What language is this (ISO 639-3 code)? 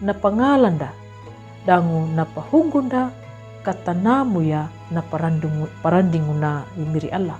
xbr